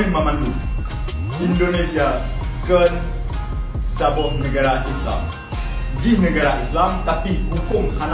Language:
Achinese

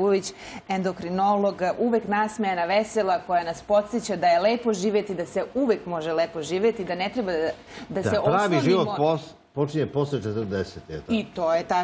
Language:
Serbian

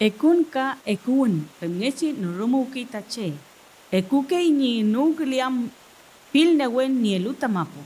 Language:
Mapuche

